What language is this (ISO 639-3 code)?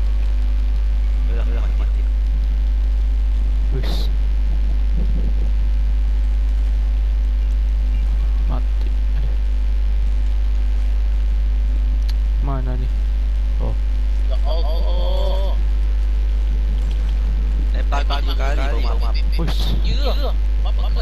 msa